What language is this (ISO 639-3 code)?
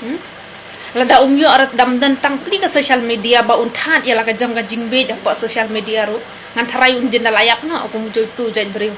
kha